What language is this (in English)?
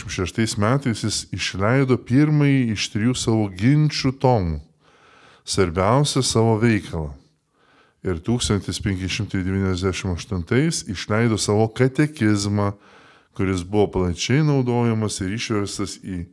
Lithuanian